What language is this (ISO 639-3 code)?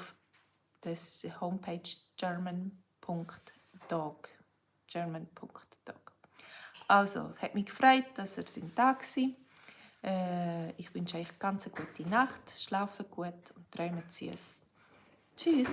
gsw